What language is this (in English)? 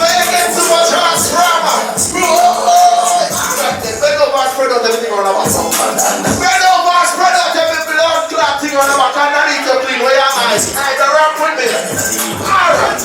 Jamaican Creole English